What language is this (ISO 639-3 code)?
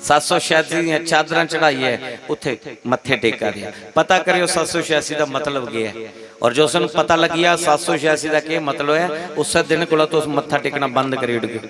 doi